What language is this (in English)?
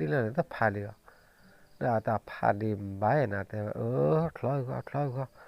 S'gaw Karen